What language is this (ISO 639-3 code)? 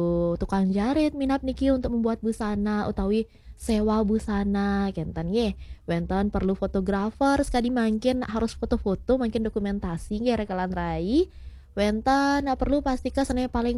ban